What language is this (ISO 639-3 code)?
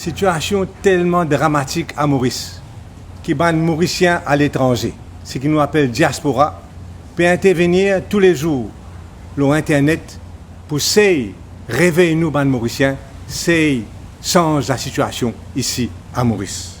mfe